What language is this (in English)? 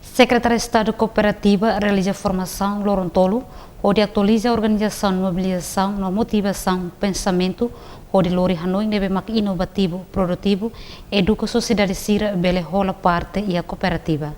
Tetum